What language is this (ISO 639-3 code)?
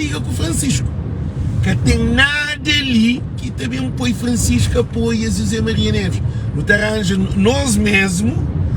kea